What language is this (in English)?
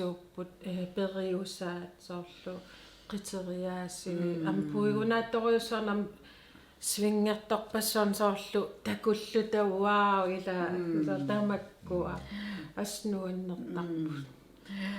Kalaallisut